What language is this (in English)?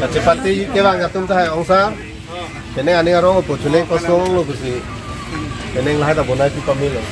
Karbi